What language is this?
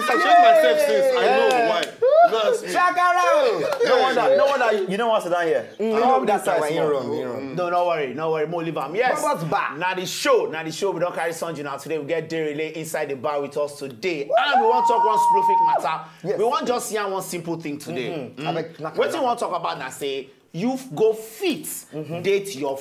Nigerian Pidgin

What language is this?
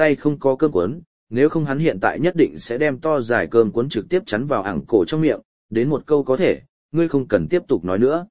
Vietnamese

